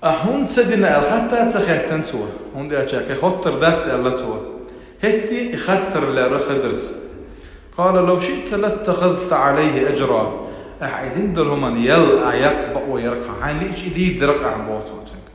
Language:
Chechen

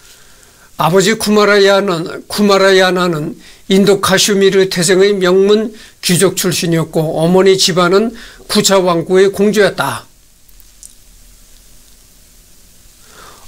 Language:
Korean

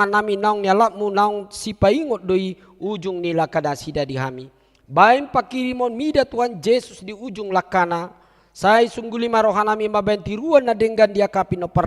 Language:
Batak Toba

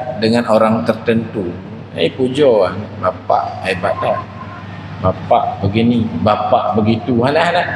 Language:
Achinese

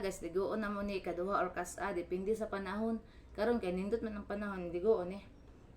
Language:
Cebuano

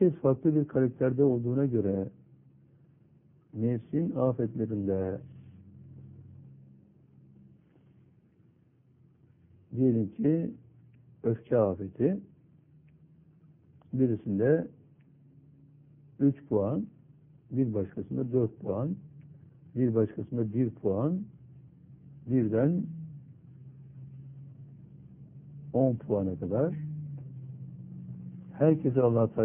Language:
Turkish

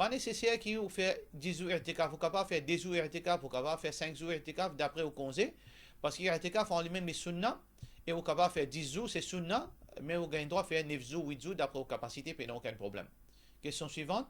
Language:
Morisyen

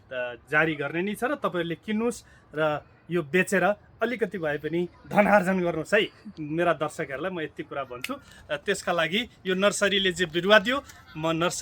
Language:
Nepali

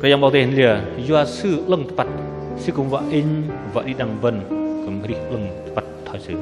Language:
Bahnar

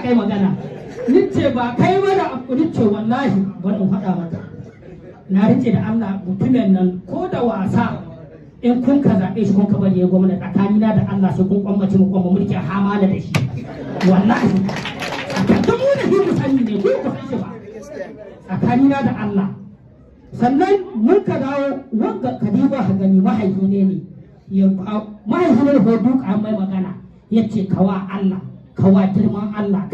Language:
Hausa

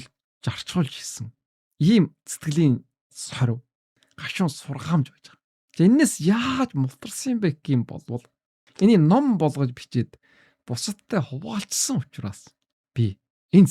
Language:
Mongolian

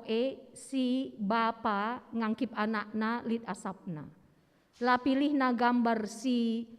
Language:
Batak Karo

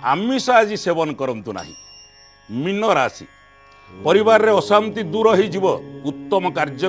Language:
Odia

